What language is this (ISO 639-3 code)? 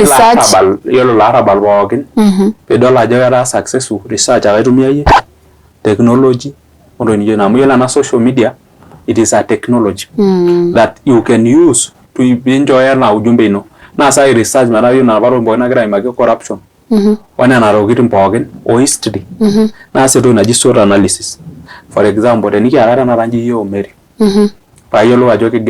mas